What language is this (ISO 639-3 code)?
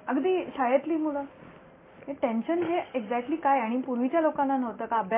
mar